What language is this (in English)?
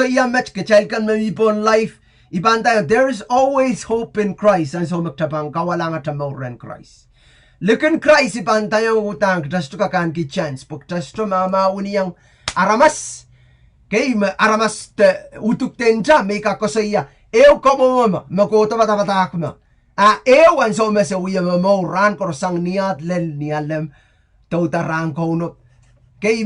Pohnpeian